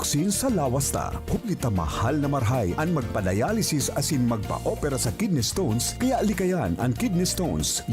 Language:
Bikol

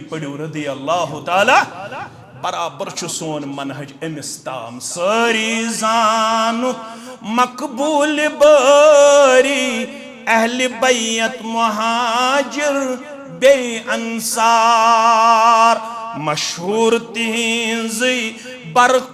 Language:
Kashmiri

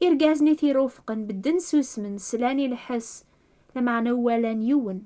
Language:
Kabyle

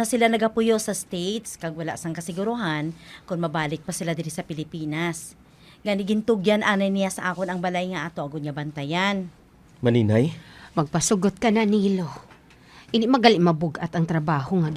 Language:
Hiligaynon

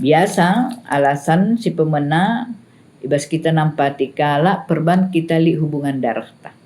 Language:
Batak Karo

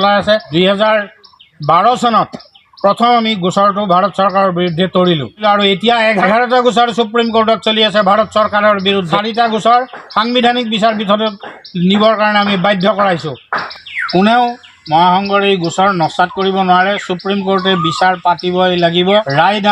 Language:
Assamese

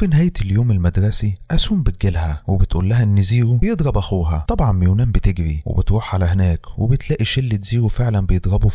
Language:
Egyptian Arabic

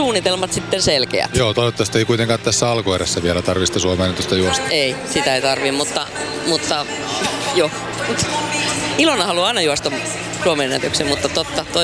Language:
Finnish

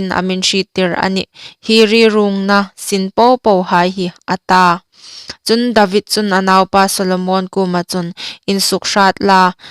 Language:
Hmar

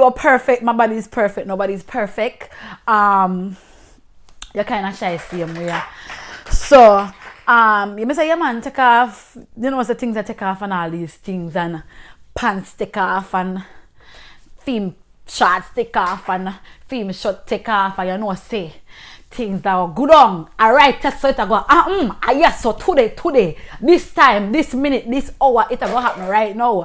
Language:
Jamaican Creole English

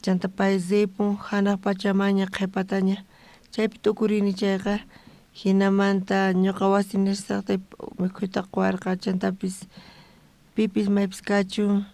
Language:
South Bolivian Quechua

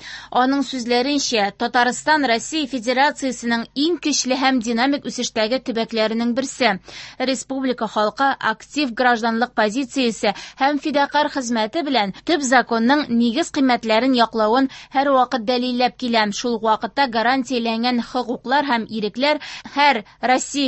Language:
Tatar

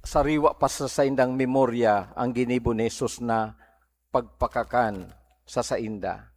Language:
Bikol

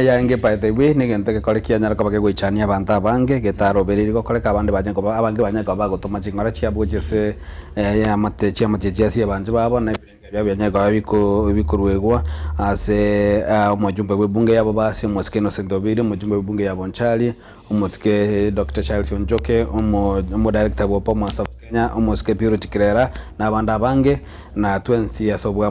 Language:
Gusii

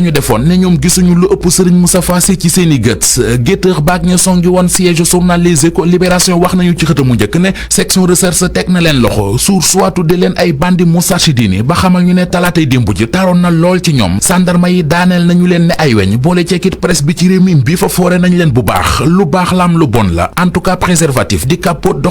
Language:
Wolof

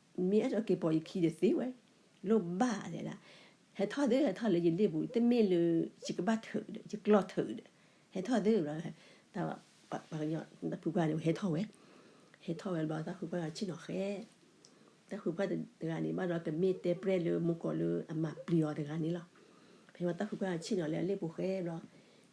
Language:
S'gaw Karen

